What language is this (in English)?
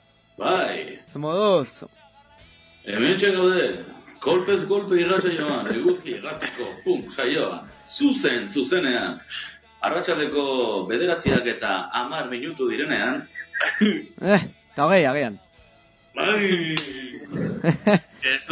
Basque